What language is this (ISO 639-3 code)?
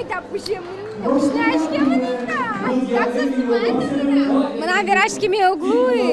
udm